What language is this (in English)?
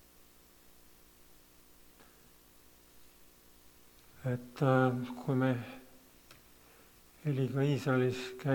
Estonian